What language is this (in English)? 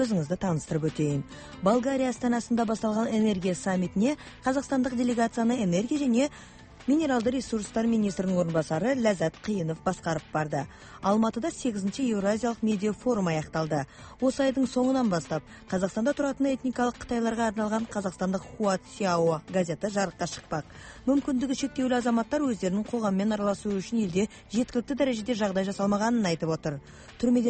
Kazakh